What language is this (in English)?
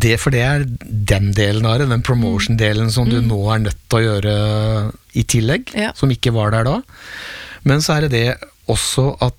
Norwegian